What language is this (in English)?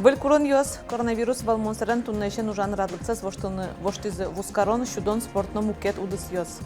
Udmurt